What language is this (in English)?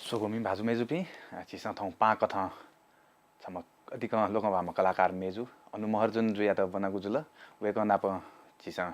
Newari